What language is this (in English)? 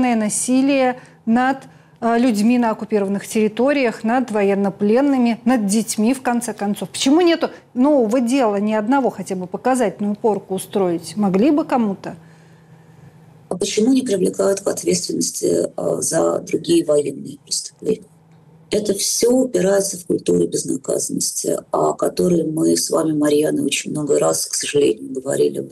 Russian